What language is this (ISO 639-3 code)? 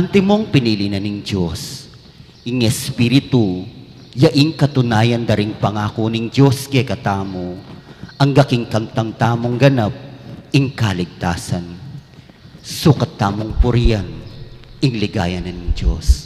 pam